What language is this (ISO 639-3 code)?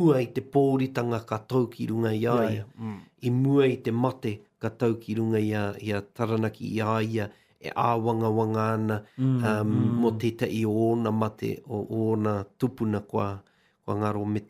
mri